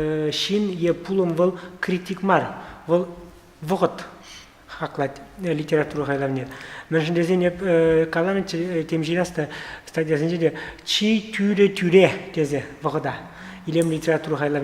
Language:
Chuvash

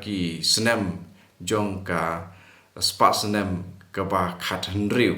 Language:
Khasi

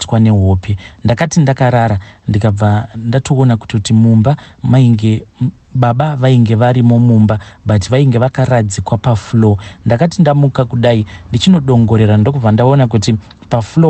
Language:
Shona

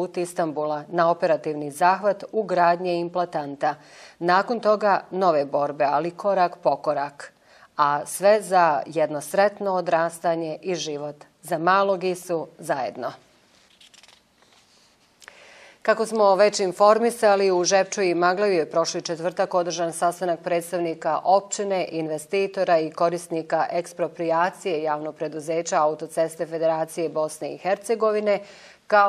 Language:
Bosnian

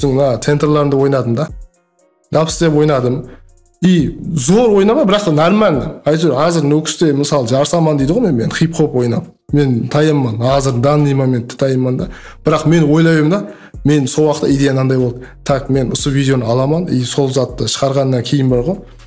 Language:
Kara-Kalpak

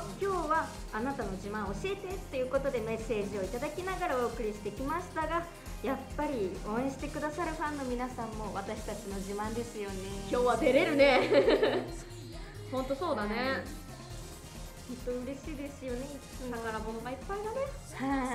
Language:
Japanese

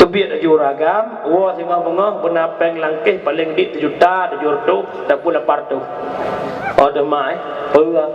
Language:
Achinese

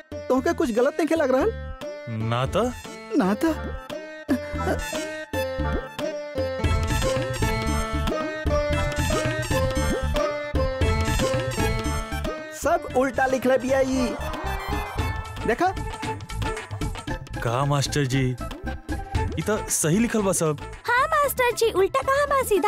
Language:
Bhojpuri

